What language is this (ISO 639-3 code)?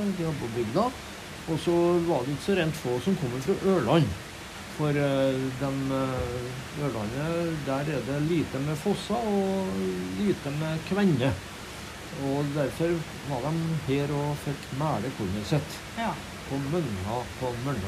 nor